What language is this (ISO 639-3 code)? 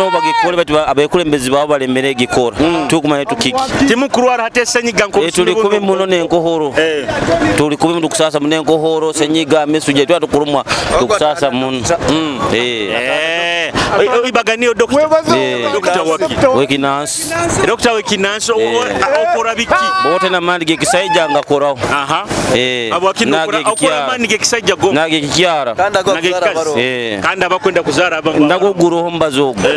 nyo